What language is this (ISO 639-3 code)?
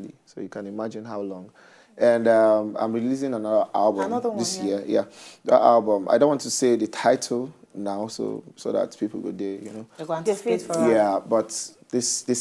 pcm